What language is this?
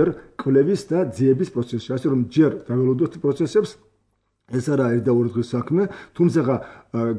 Georgian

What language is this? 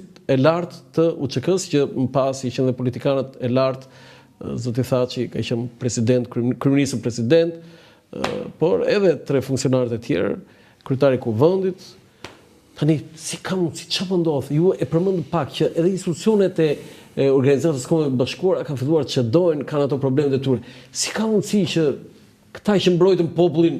Albanian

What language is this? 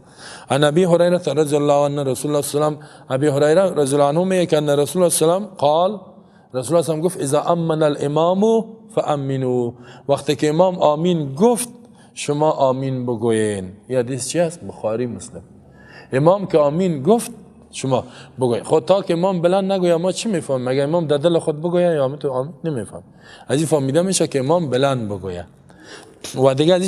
Persian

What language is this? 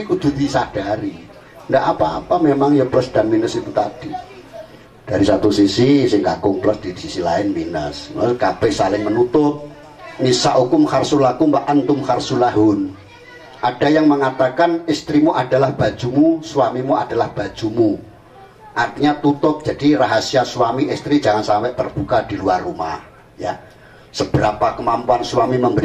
Javanese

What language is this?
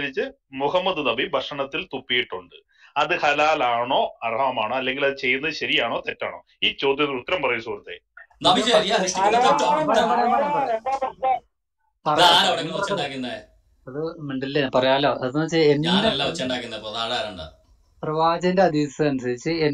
Malayalam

